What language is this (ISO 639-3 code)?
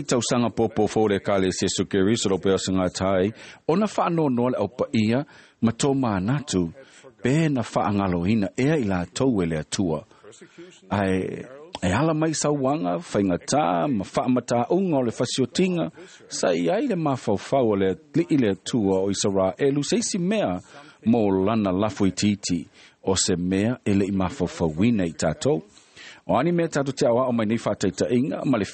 smo